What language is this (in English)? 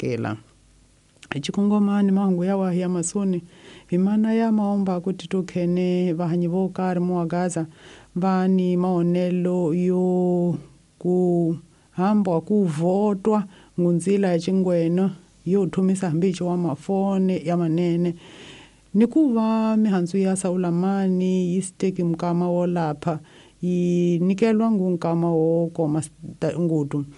Tsonga